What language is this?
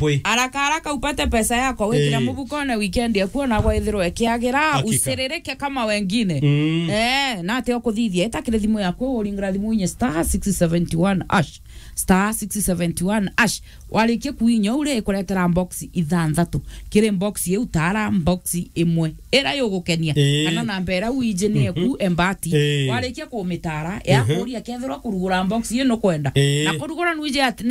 Meru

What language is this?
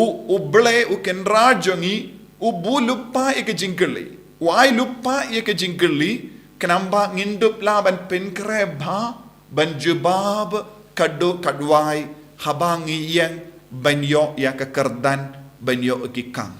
Khasi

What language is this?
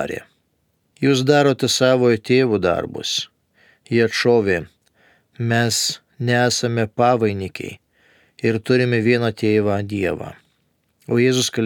Lithuanian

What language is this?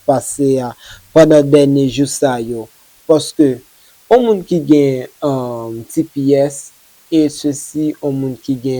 Haitian Creole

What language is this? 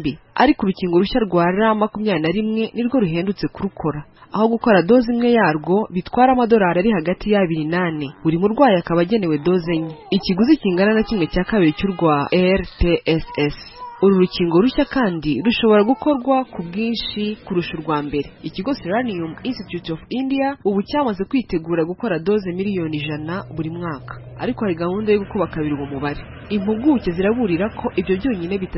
Kinyarwanda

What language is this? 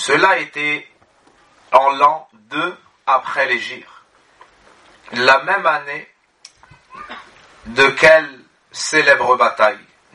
French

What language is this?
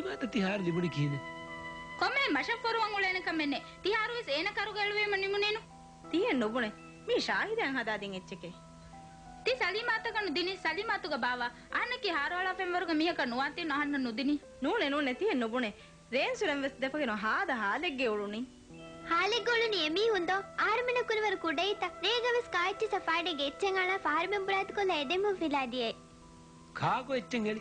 Divehi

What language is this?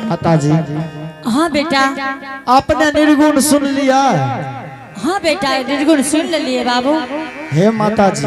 Angika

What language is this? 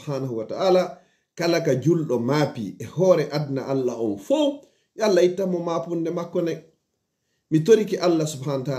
Fula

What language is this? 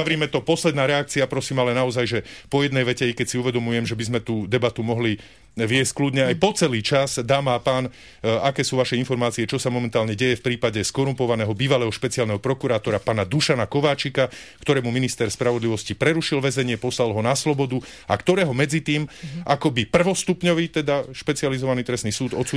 Slovak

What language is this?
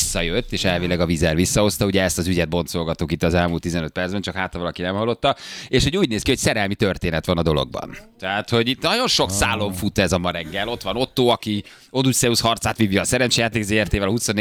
Hungarian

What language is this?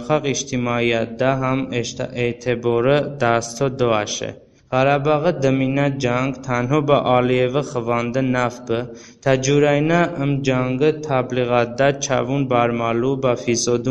Talysh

